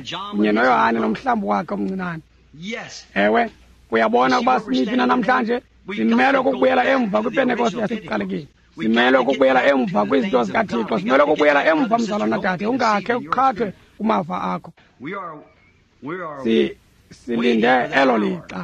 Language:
Xhosa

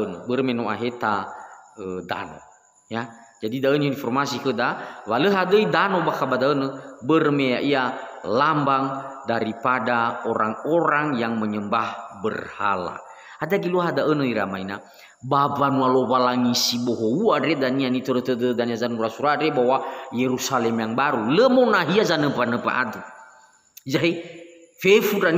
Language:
Nias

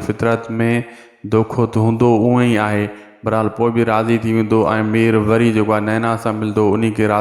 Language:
Sindhi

